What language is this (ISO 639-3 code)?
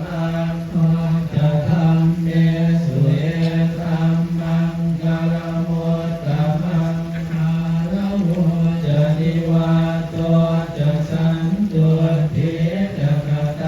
pli